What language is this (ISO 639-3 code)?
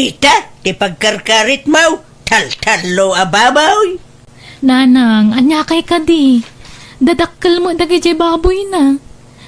ilo